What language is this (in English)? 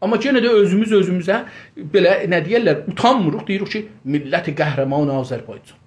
South Azerbaijani